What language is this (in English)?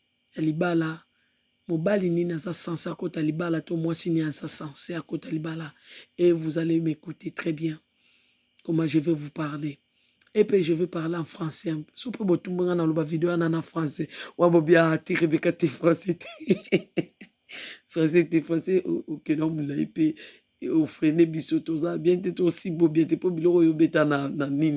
Lingala